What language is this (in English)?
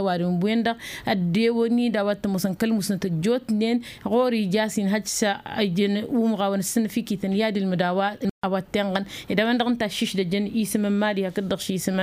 Tamasheq